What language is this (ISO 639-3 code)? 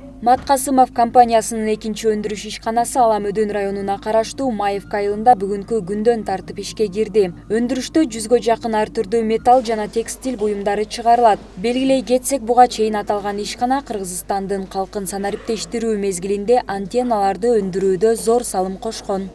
kir